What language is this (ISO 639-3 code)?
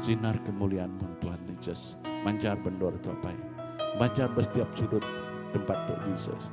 iba